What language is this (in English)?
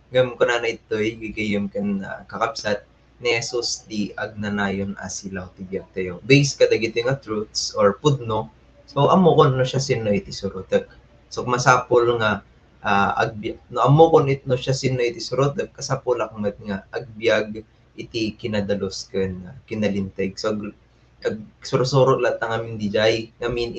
Iloko